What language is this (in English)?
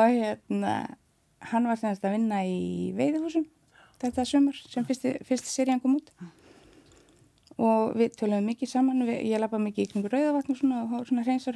Icelandic